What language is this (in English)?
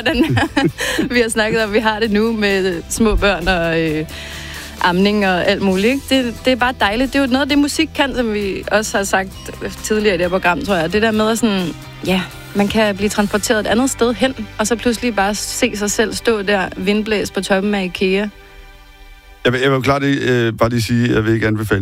Danish